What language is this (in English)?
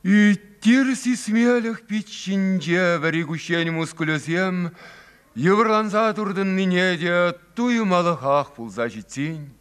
Chuvash